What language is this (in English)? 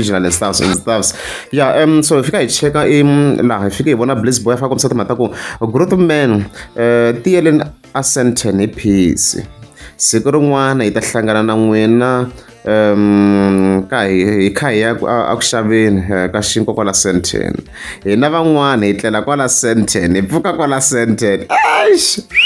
Tsonga